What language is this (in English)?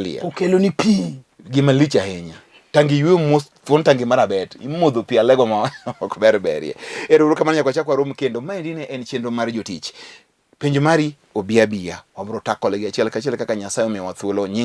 Luo (Kenya and Tanzania)